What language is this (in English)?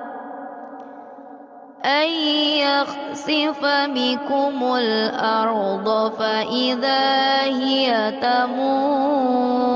Arabic